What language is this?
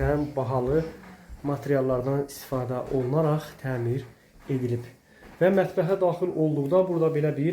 Azerbaijani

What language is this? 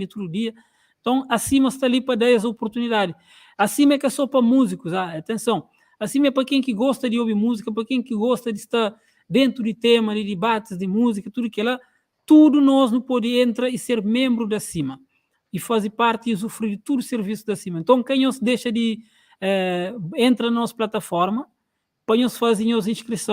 Kabuverdianu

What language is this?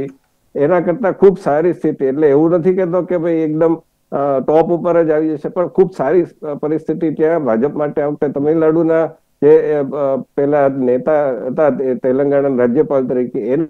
Gujarati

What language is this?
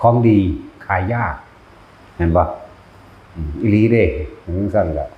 Northeastern Thai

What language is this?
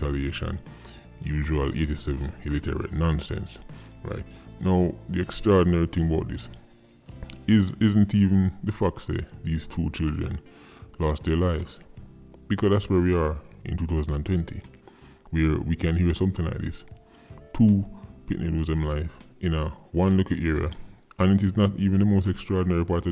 Jamaican Creole English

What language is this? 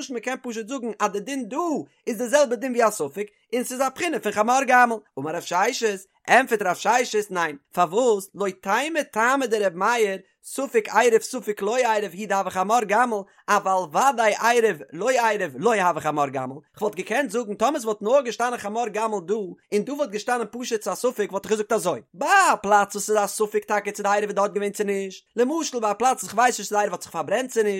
Yiddish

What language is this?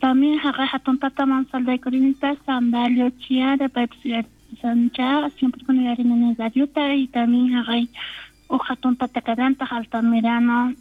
South Bolivian Quechua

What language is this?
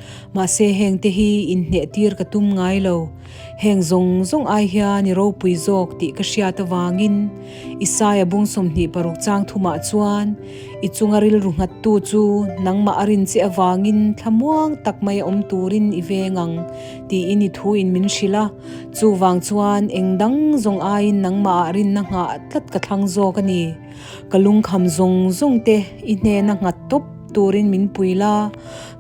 Mizo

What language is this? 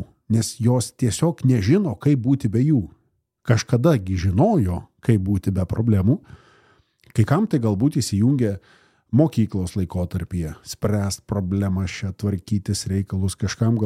Lithuanian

